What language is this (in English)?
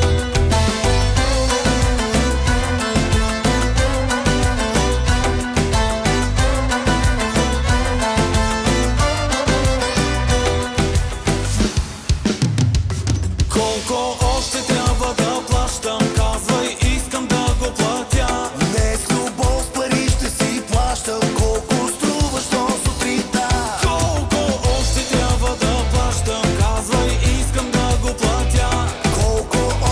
Bulgarian